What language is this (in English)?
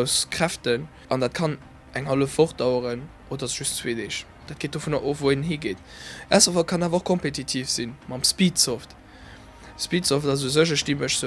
Luxembourgish